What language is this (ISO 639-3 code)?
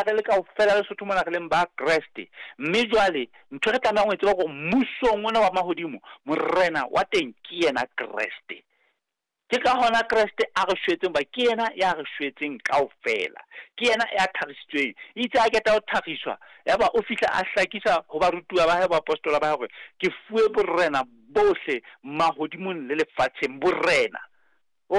sot